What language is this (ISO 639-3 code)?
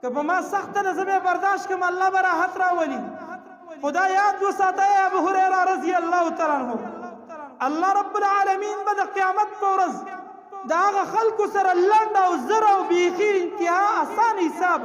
pus